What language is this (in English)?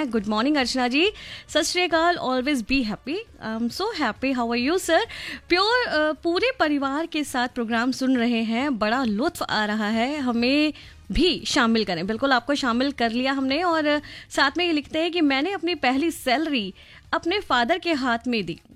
Hindi